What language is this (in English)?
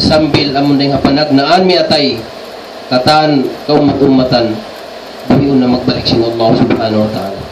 Tausug